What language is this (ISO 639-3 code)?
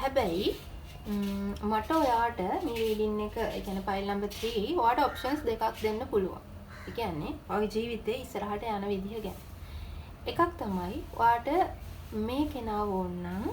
sin